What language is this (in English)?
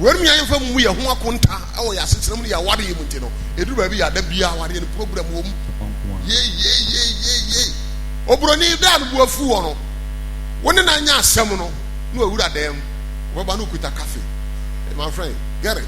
Akan